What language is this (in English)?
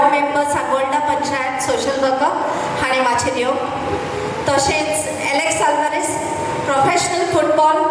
Konkani